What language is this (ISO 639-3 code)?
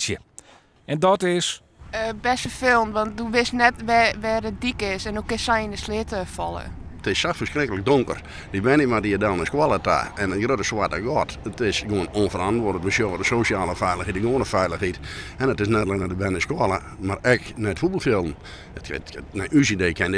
fry